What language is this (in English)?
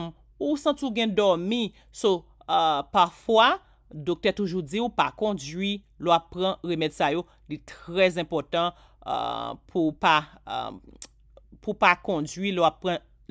Haitian Creole